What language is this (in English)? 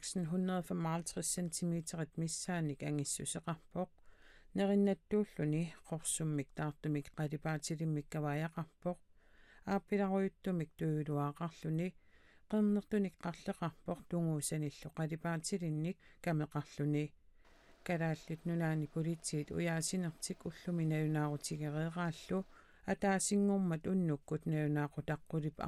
Kalaallisut